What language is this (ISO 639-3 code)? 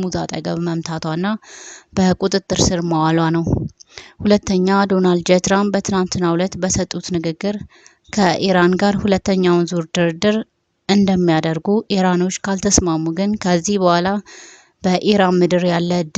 amh